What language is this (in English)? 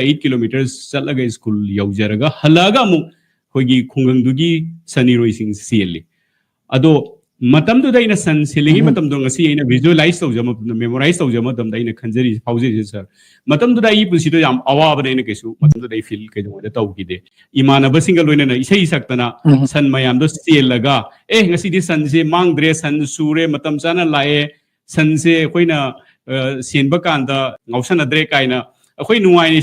Manipuri